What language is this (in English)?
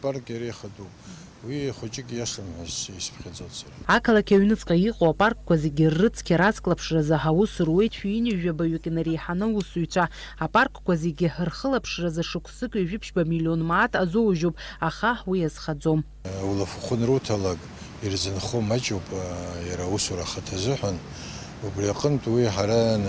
Abkhazian